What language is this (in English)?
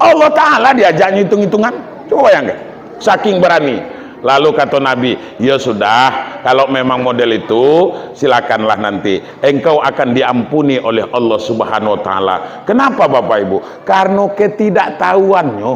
Minangkabau